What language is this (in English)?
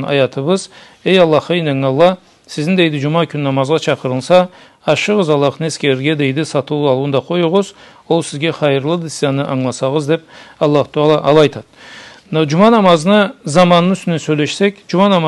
Karachay-Balkar